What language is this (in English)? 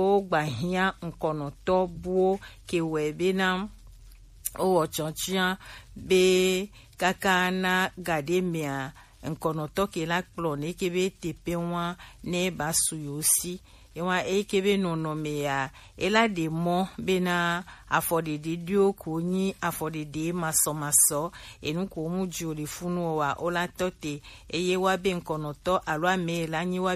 Gen